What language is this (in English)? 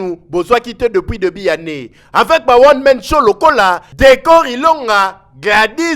Lingala